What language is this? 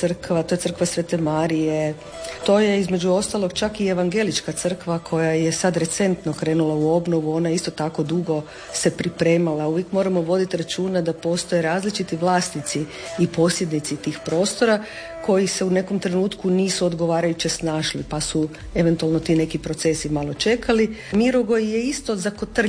Croatian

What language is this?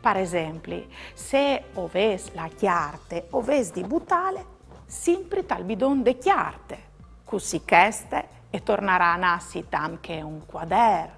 Friulian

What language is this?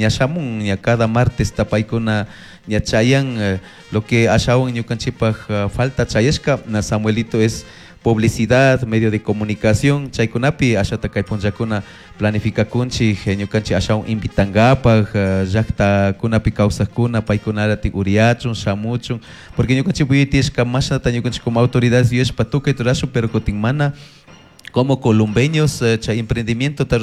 Chimborazo Highland Quichua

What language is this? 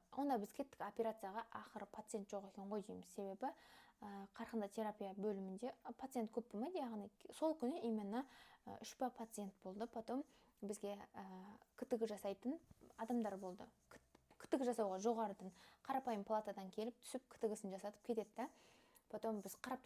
Kazakh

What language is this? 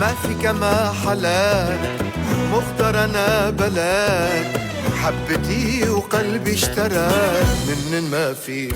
North Levantine Arabic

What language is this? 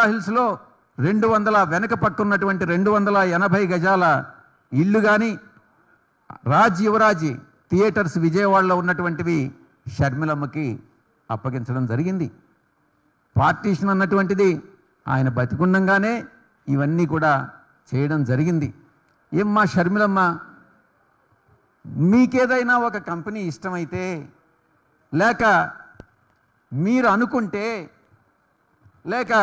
Telugu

